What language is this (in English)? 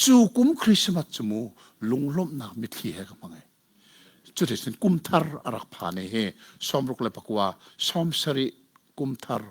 Hakha Chin